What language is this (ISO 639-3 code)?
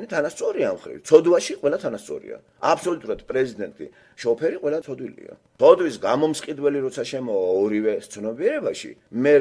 kat